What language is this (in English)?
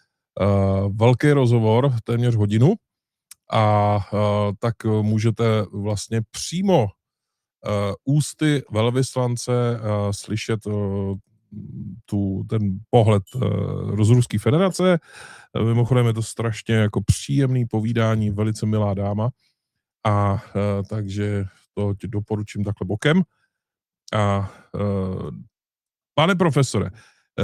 Czech